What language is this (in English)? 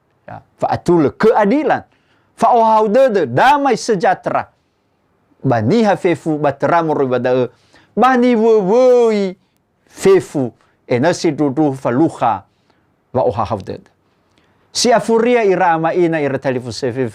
Nias